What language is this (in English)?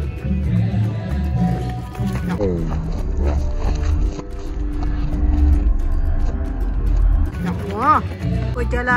Malay